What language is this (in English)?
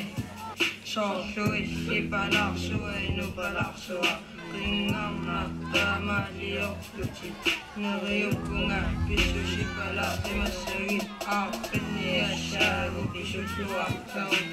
Kalaallisut